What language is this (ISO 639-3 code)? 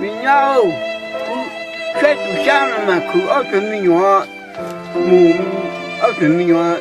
hmn